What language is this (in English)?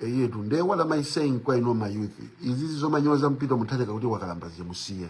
Nyanja